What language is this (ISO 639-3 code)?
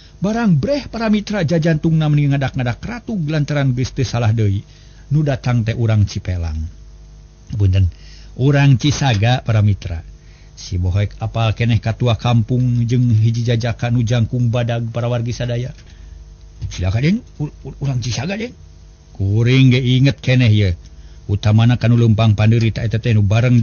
sun